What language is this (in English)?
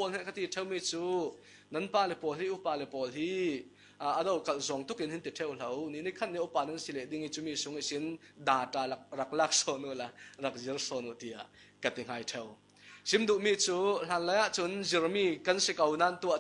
Falam Chin